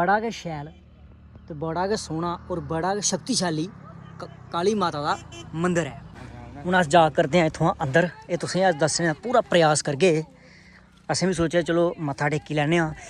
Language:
Dogri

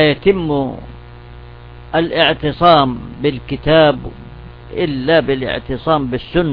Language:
Arabic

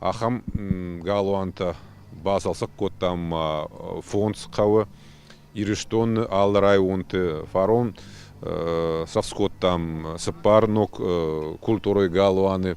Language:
Ossetic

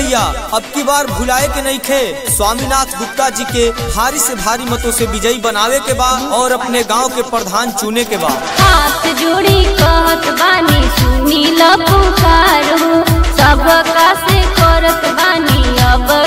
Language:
Bhojpuri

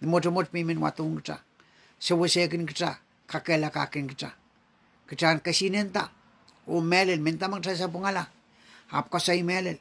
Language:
Pohnpeian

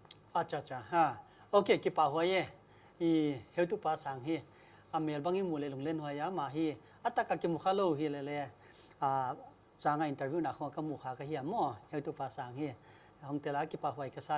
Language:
Paite Chin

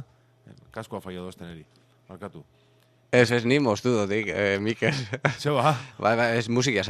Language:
Basque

